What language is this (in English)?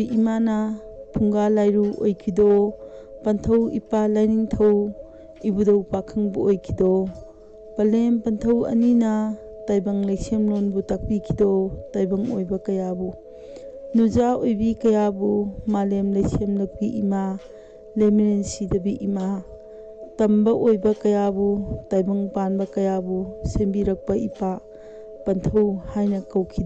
Manipuri